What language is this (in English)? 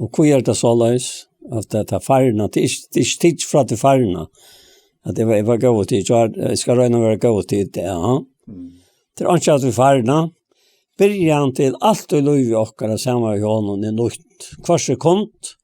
Faroese